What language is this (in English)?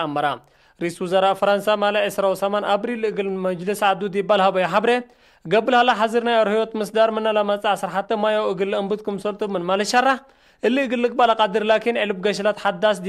Tigre